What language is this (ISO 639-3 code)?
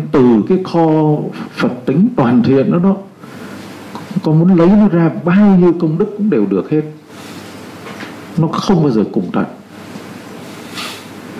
vie